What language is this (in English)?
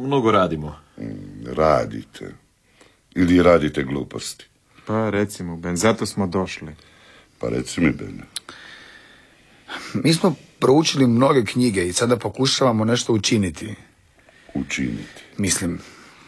Croatian